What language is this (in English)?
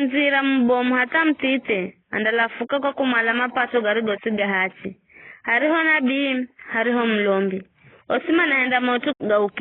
Giryama